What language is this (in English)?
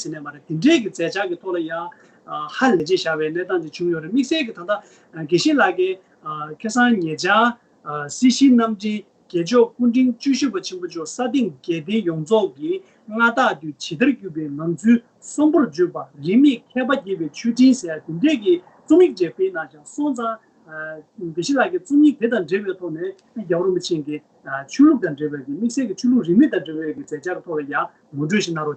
Tibetan